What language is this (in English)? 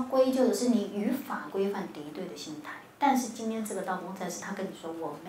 Chinese